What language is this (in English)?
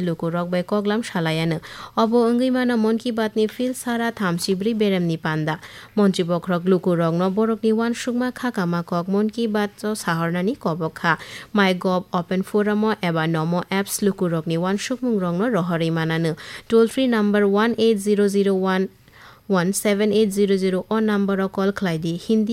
Kok Borok